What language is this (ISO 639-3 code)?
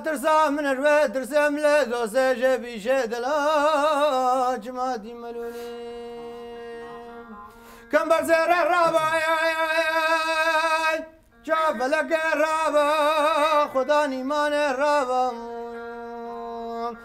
kur